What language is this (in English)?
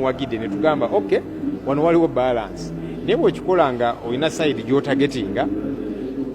Ganda